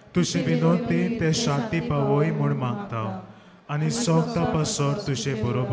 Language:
Konkani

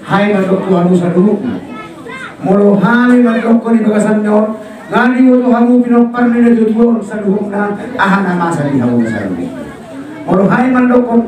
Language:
Batak Toba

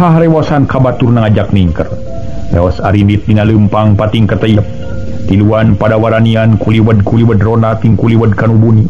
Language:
Sundanese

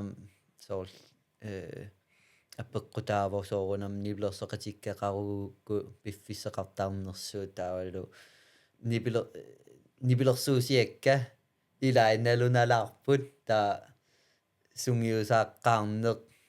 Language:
Kalaallisut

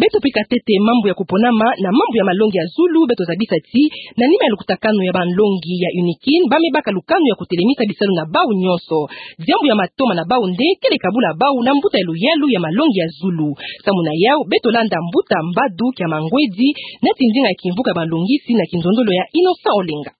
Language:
Kituba (Democratic Republic of Congo)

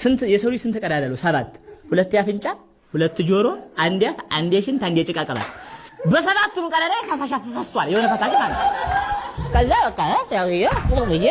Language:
Amharic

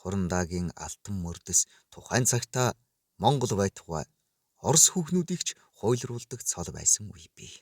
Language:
Mongolian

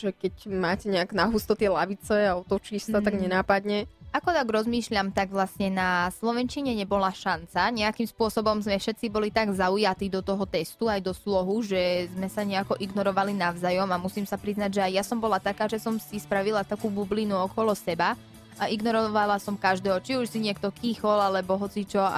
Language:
Slovak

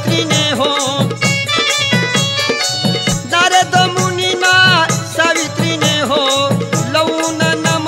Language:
Marathi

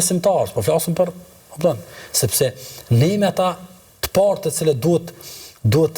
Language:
Albanian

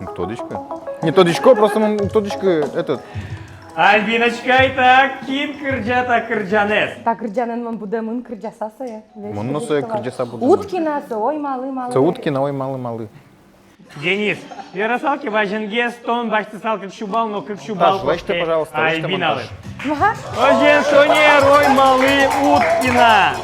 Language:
Udmurt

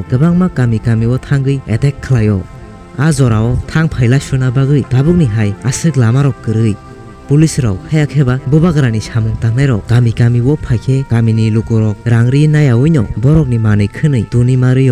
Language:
Kok Borok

